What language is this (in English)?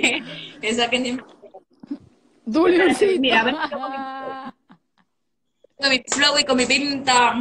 Spanish